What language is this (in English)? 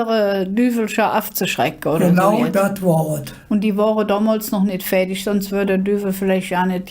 Colognian